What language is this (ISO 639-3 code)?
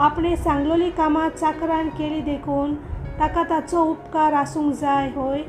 kok